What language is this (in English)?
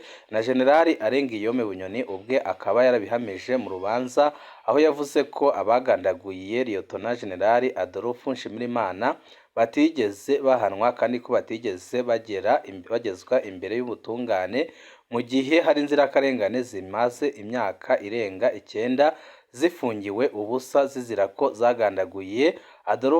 Rundi